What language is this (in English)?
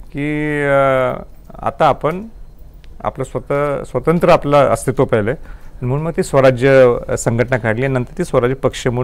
Marathi